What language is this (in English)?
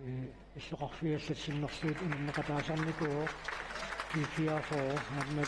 Kalaallisut